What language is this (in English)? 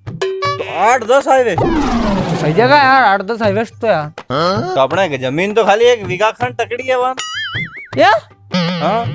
Rajasthani